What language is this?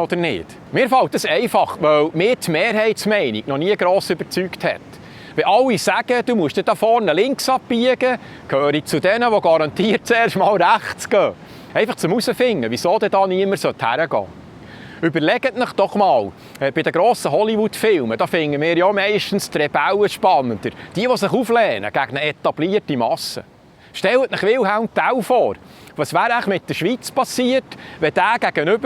Swiss German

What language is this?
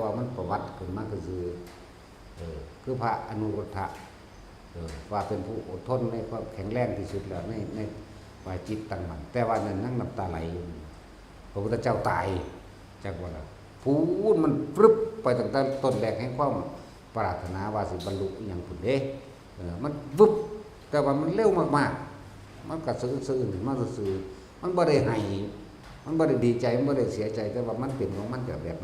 Northeastern Thai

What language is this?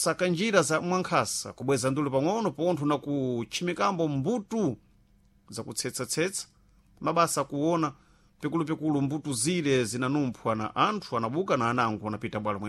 Sena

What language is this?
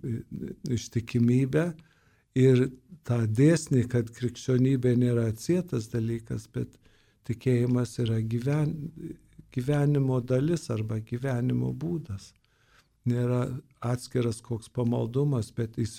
Lithuanian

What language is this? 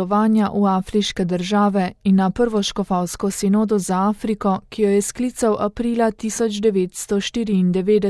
Slovenian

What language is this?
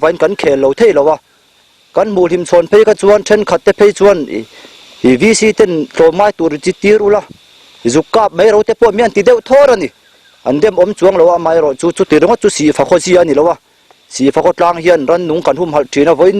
Mizo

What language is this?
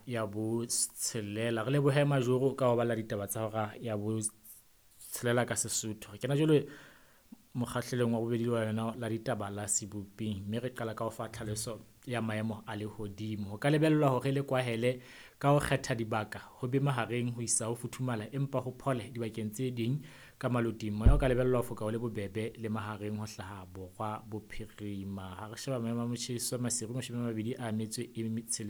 Southern Sotho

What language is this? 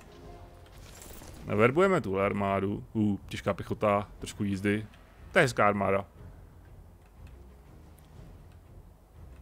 Czech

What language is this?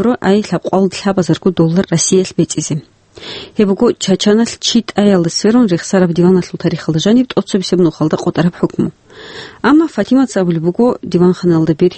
Avaric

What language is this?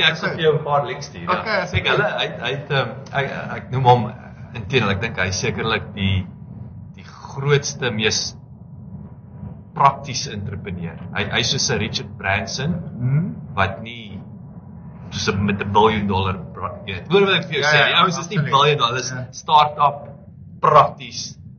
Afrikaans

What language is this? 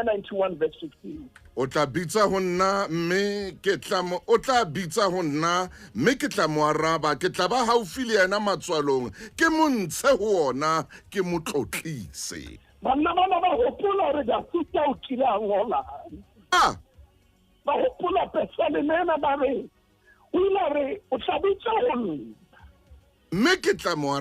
Southern Sotho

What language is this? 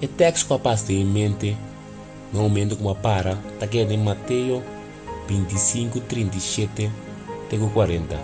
Papiamento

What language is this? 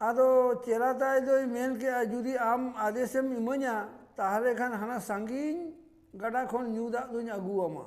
Santali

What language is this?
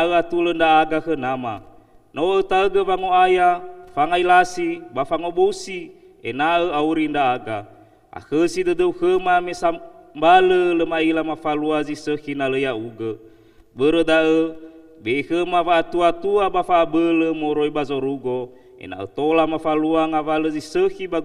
Nias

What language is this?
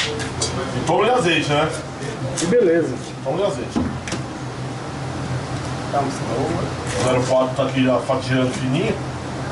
Portuguese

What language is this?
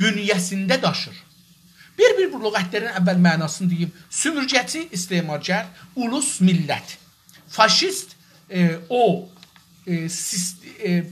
South Azerbaijani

